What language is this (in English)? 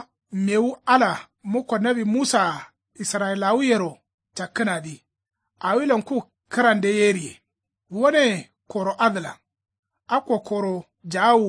Kanuri